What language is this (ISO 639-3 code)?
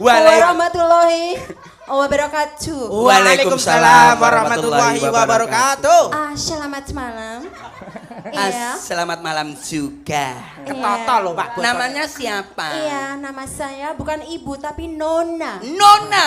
jav